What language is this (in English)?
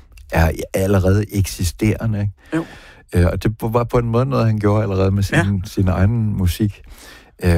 Danish